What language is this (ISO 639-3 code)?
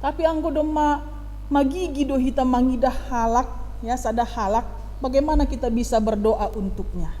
bts